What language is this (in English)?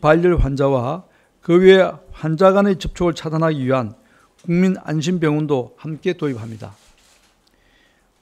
Korean